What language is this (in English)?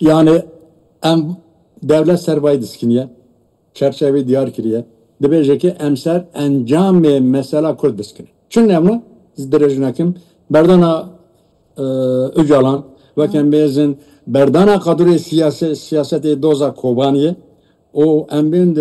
Kurdish